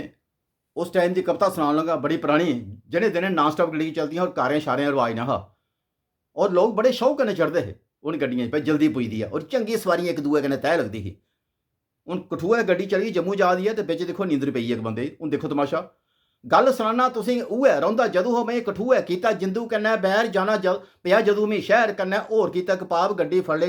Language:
Dogri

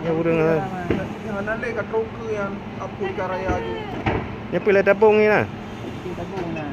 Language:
Achinese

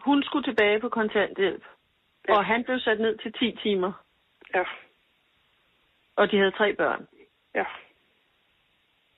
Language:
Danish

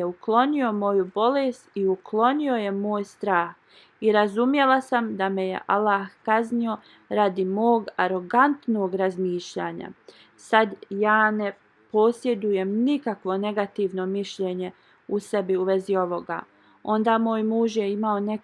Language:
Bosnian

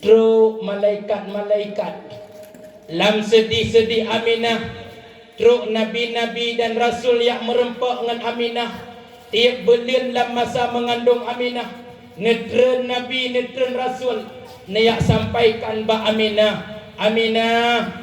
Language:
Achinese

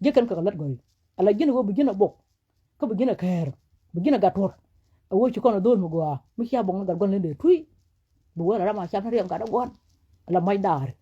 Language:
Nuer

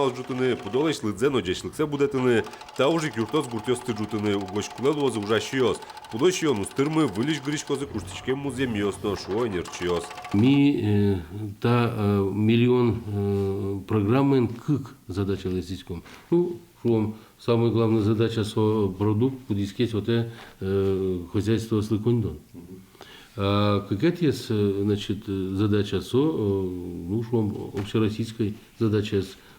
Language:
Udmurt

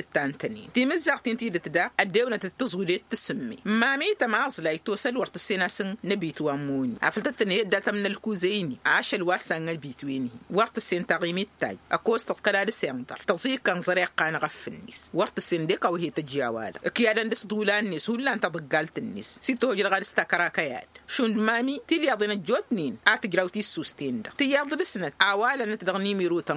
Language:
Tamasheq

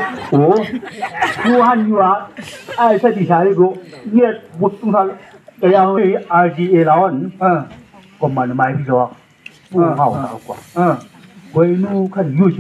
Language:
Chang Naga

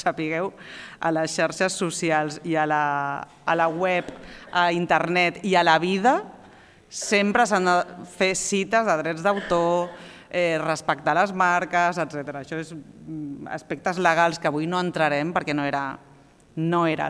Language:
Catalan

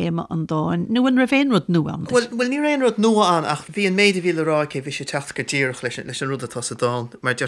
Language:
Irish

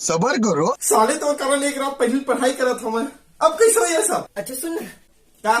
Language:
Chhattisgarhi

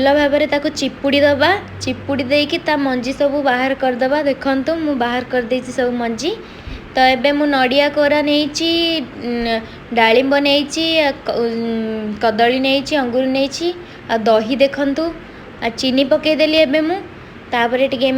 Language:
Odia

